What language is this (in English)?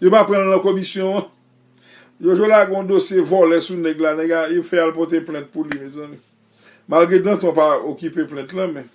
Haitian Creole